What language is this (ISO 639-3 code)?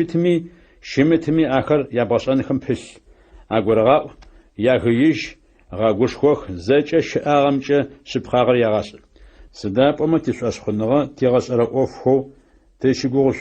ady